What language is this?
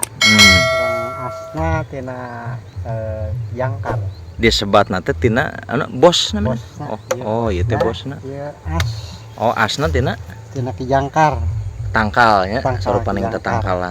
Sundanese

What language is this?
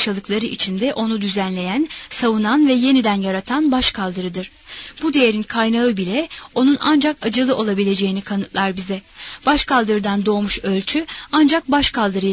Turkish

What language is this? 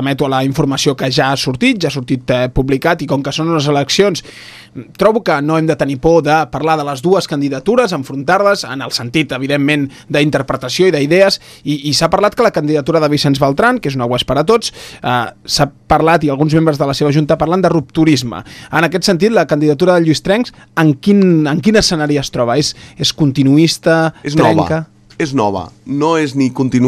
Catalan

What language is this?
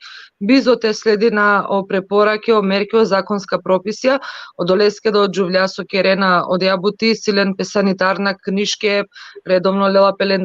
Balkan Romani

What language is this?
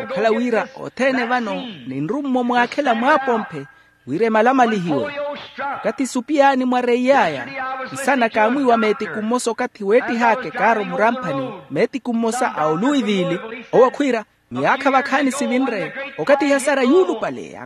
Makhuwa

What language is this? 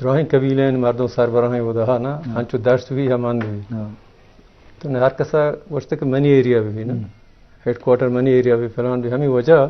Eastern Balochi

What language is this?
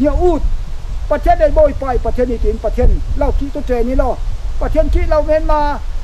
Falam Chin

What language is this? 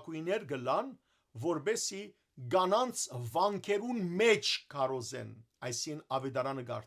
Western Armenian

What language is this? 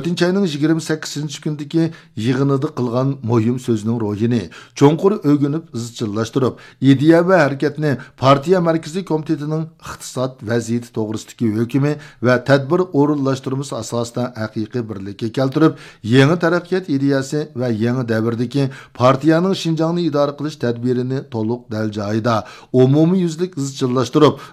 Uyghur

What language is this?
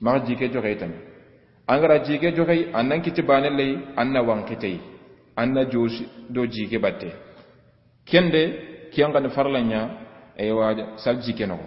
Soninke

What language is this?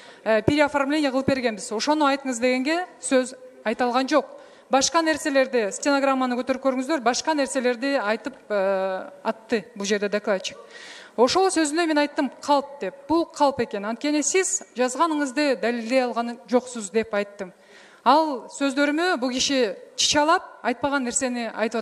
Kyrgyz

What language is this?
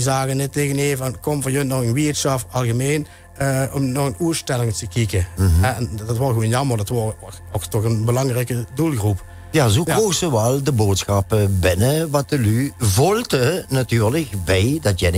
Limburgish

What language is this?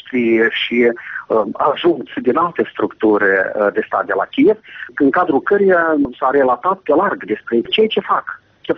Romanian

